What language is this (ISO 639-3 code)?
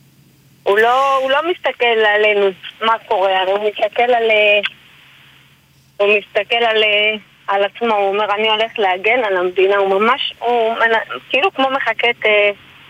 heb